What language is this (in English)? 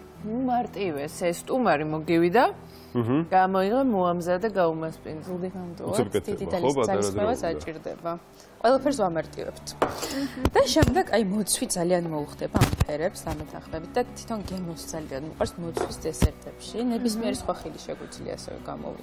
Georgian